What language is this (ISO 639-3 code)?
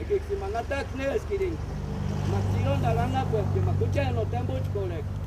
tsz